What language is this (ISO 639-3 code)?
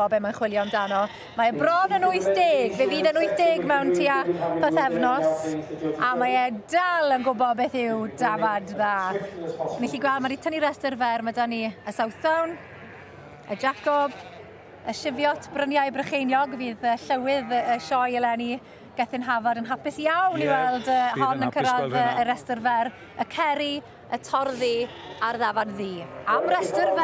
cym